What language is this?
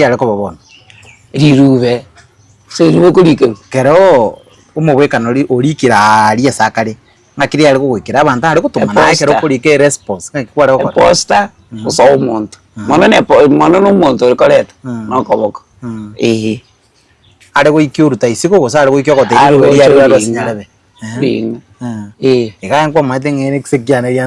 Gusii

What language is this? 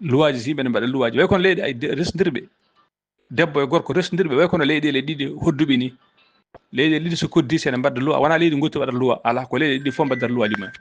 Fula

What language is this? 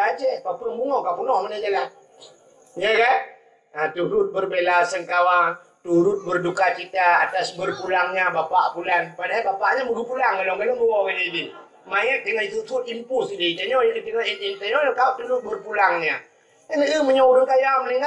Achinese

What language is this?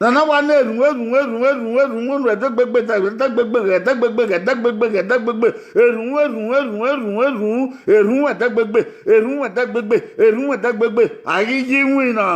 Bini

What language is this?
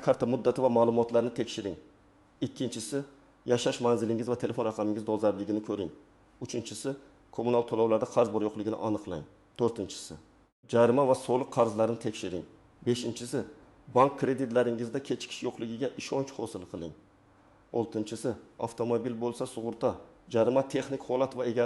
Uzbek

